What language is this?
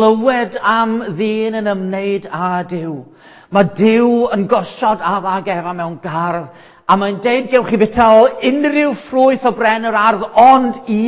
Welsh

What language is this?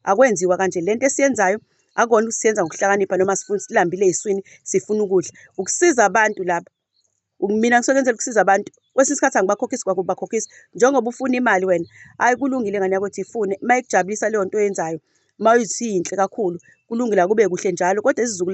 Zulu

